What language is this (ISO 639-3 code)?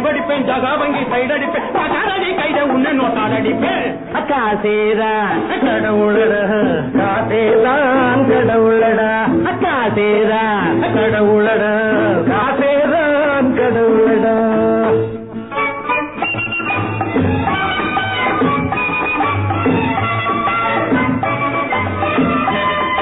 tam